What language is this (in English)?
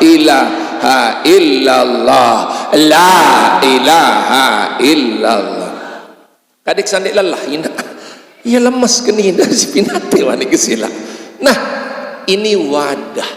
Sasak